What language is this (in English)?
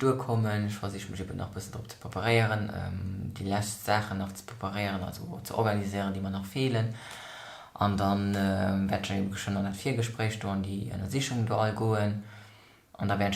Luxembourgish